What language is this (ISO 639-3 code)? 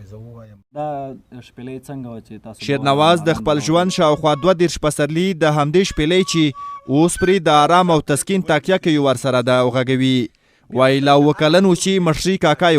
pus